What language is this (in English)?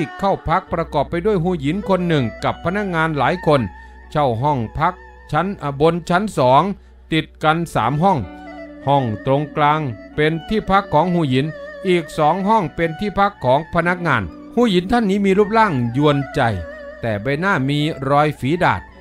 Thai